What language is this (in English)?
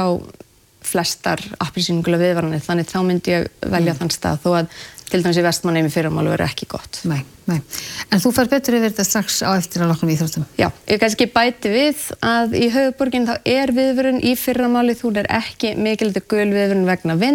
Icelandic